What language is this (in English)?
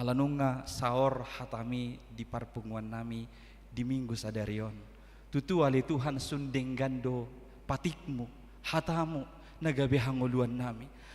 Batak Toba